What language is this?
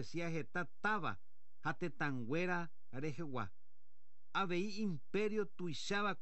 Guarani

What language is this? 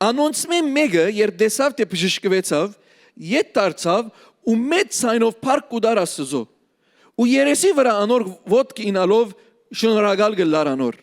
Western Armenian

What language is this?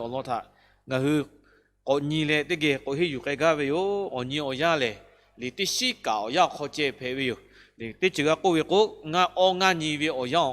Lahu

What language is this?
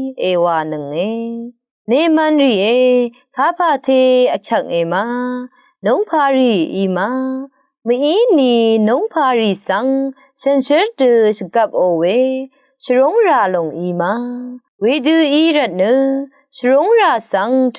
Rawang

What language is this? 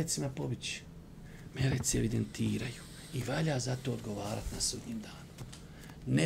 Bosnian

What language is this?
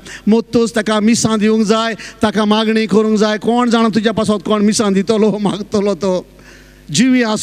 Konkani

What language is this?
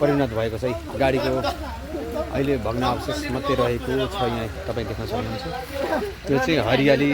Nepali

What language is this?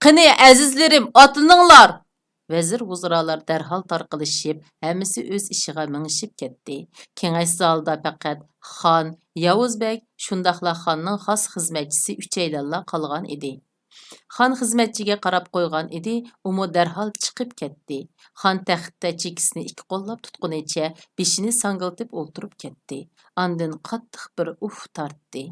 Uyghur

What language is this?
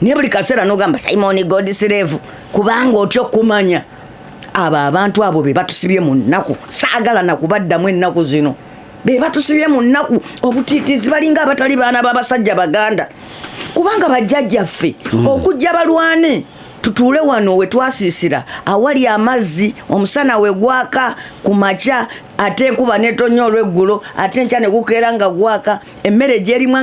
Ganda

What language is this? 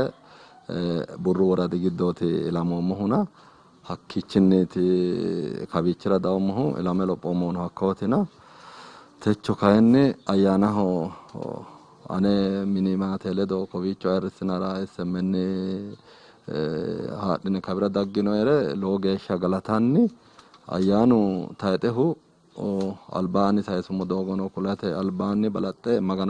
Sidamo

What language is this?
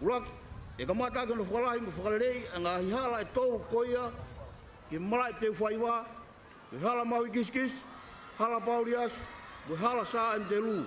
Tongan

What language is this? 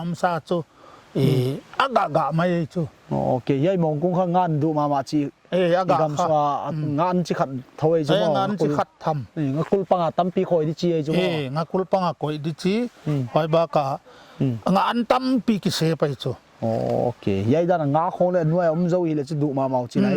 Paite Chin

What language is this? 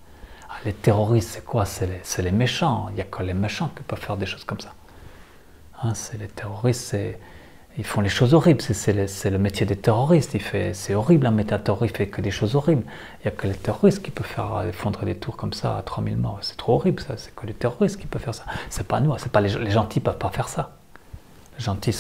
French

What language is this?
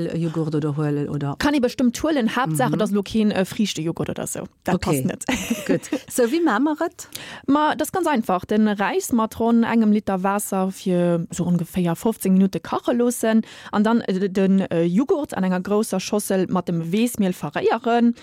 Luxembourgish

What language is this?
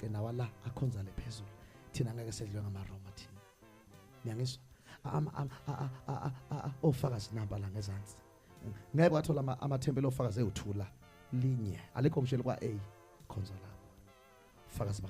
Zulu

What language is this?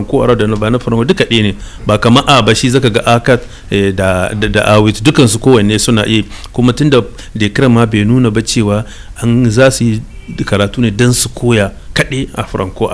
Hausa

